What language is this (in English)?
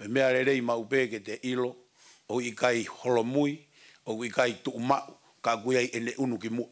Tongan